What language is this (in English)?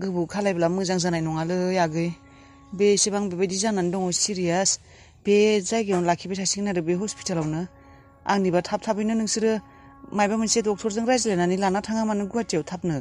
Bodo